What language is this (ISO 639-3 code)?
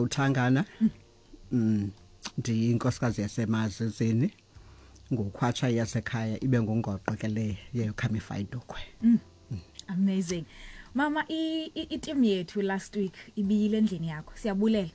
xho